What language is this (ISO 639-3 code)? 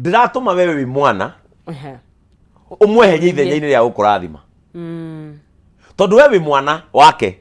kik